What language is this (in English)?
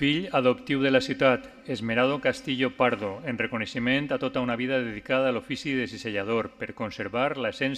Catalan